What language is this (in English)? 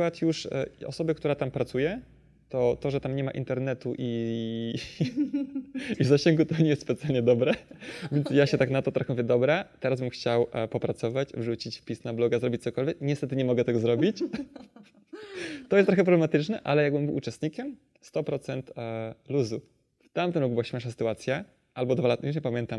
Polish